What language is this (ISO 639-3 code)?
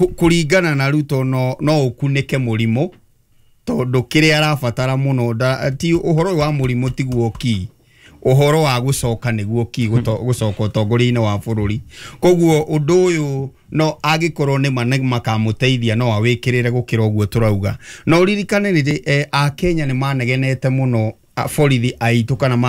kik